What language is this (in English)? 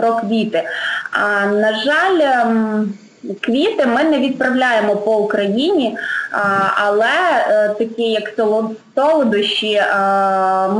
Ukrainian